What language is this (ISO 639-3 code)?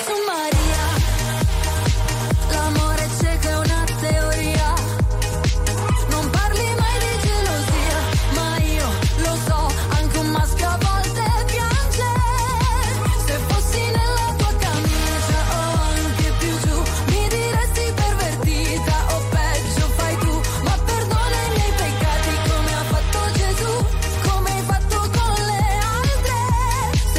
ita